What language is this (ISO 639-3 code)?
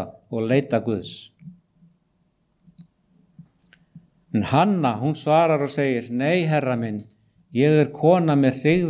isl